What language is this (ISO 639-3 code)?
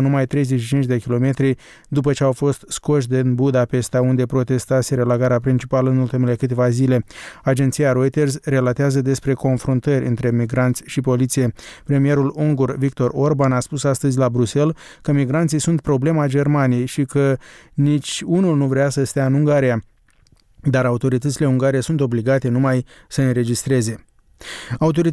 ron